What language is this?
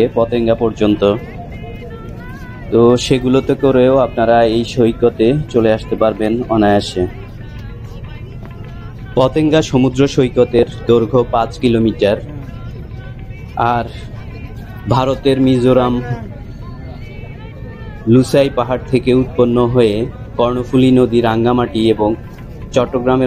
Bangla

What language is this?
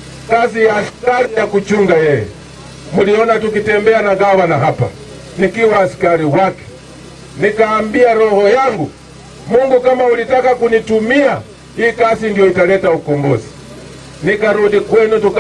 Swahili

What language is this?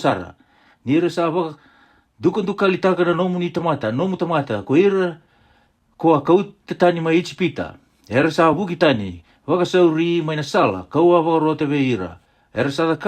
Fijian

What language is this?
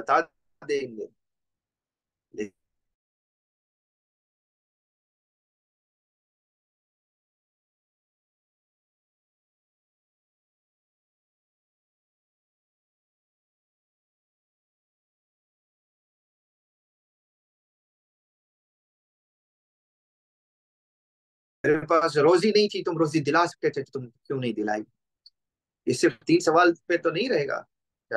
Urdu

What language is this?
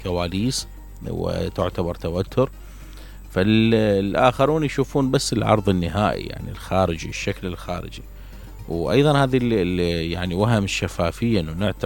Mesopotamian Arabic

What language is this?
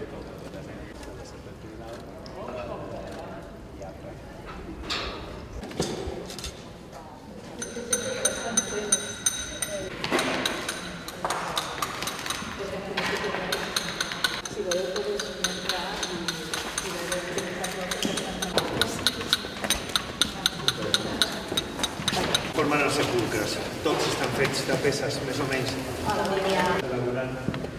Catalan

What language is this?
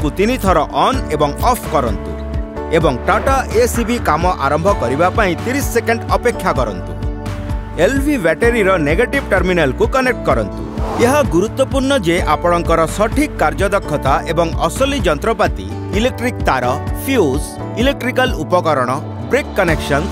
Odia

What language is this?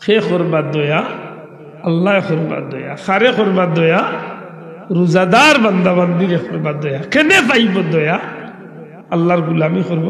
Sylheti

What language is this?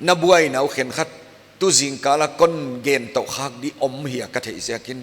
Paite Chin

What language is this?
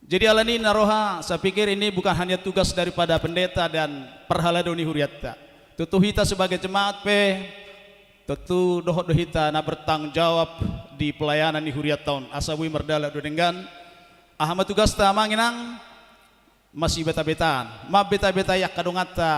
Batak Toba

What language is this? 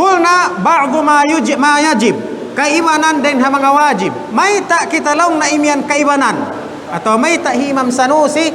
Tausug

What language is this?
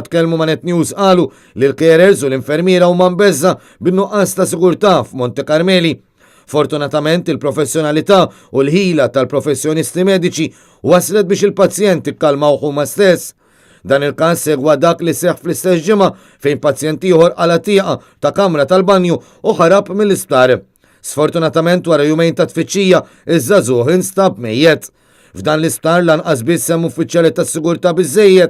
Maltese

